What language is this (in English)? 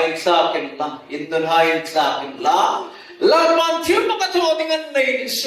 Hmar